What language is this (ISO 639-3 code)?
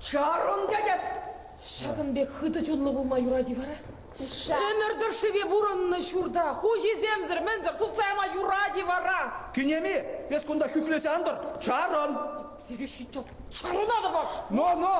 chv